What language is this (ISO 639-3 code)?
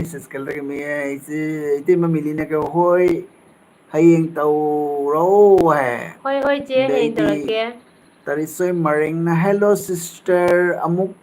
mni